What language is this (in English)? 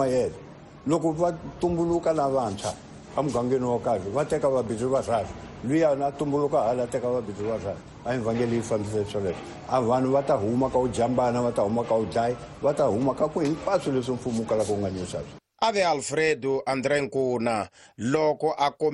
Tsonga